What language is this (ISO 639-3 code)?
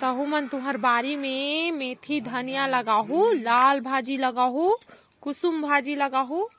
hne